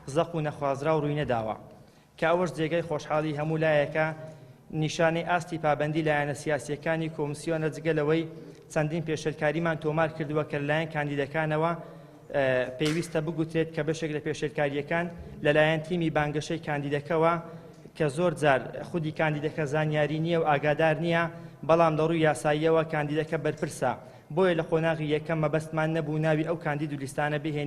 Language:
Central Kurdish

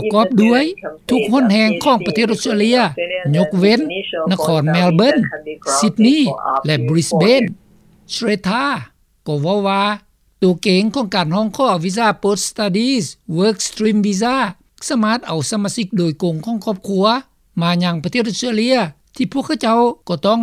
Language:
Lao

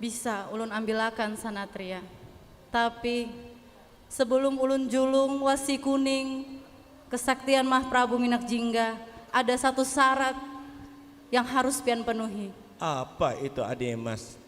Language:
Banjar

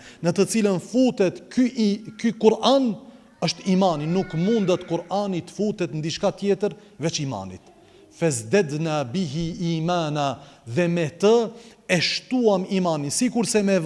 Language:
Albanian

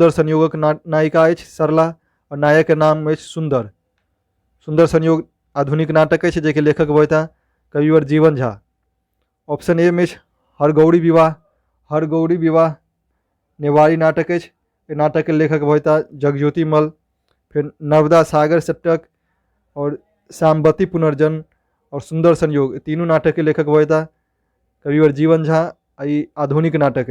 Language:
Maithili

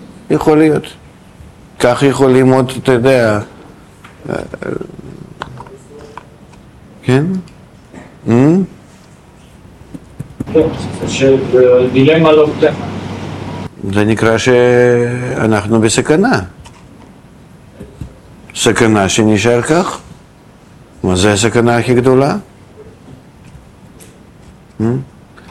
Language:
Hebrew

